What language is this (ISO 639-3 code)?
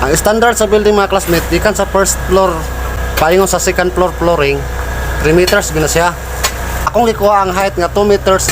ceb